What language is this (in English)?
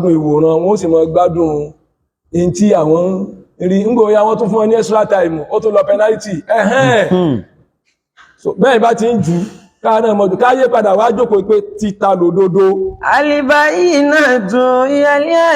Yoruba